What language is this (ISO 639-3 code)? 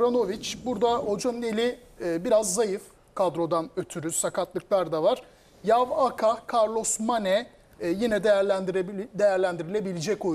tur